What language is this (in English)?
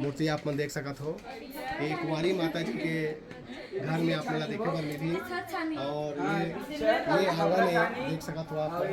Chhattisgarhi